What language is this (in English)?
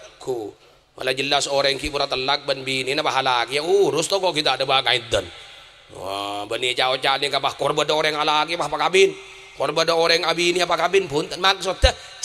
Madurese